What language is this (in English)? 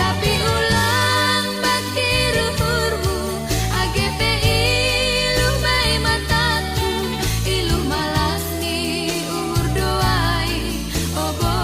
Batak Simalungun